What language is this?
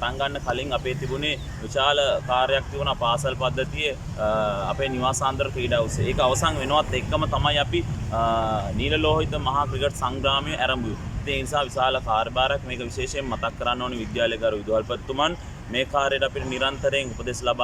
Sinhala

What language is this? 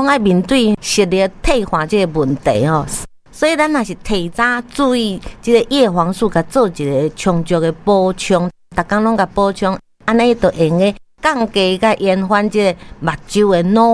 Min Nan Chinese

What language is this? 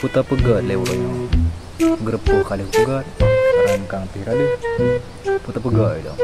Achinese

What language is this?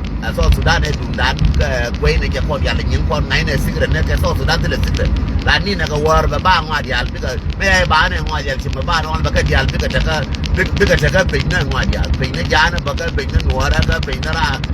Nuer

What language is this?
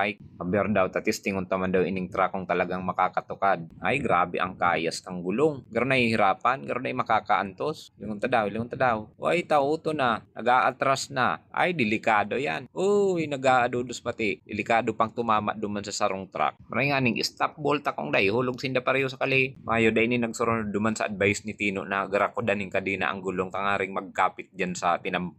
Bikol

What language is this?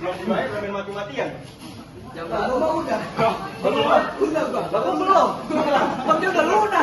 Betawi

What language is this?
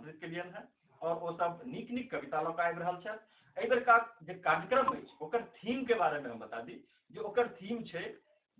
Maithili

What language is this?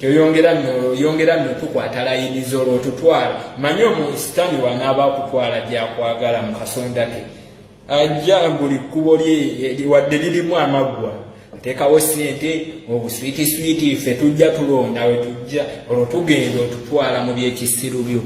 Ganda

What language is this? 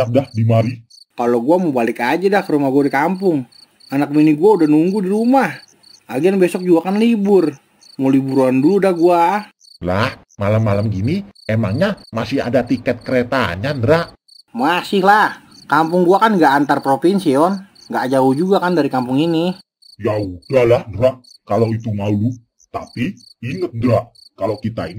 Betawi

